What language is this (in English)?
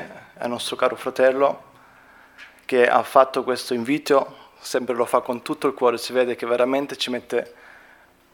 Italian